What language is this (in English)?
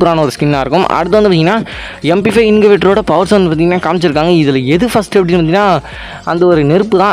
Tamil